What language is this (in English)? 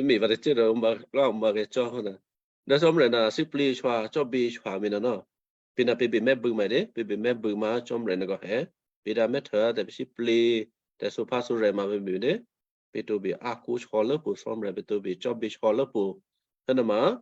Western Kayah